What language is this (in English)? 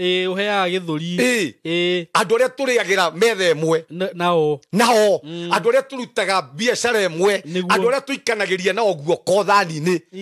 Kikuyu